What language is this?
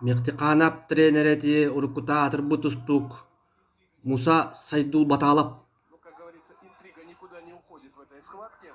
Yakut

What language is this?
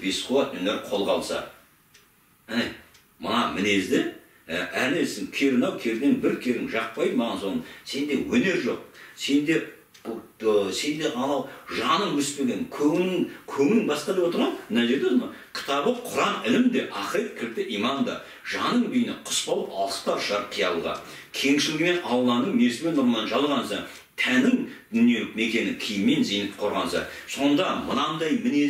Kazakh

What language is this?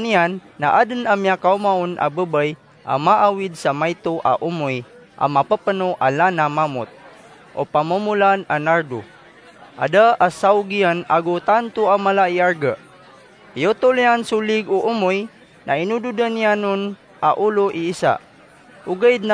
Maranao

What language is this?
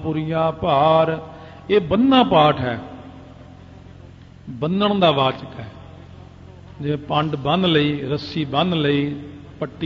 Punjabi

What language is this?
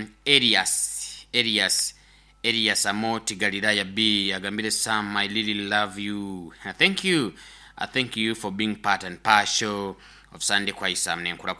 Nyoro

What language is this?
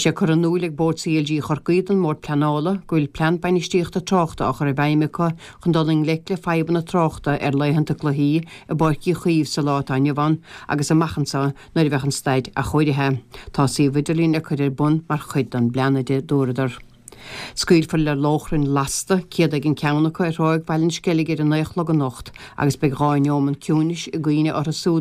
Irish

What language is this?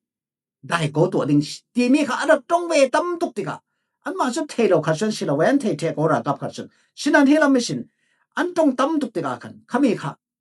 Falam Chin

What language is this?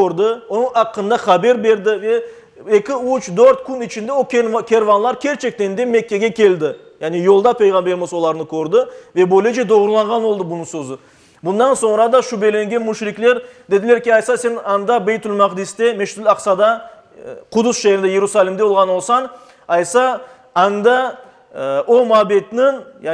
Crimean Tatar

